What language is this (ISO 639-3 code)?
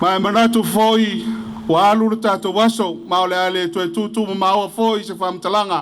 smo